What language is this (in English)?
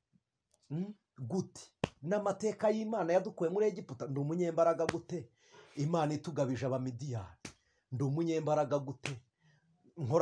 Kinyarwanda